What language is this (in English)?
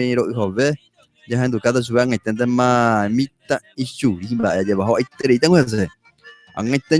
Guarani